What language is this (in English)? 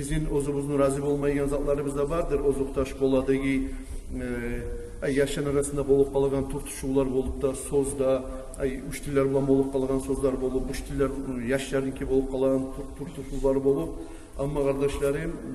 Kumyk